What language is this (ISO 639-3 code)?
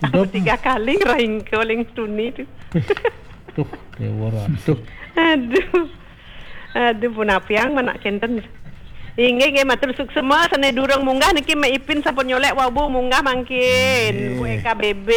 ban